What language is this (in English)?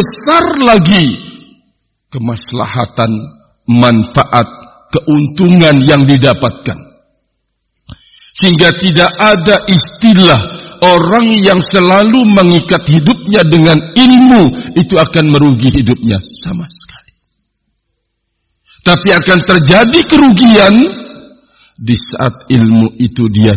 Indonesian